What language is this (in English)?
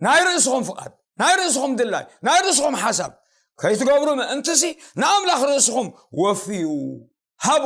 Tigrinya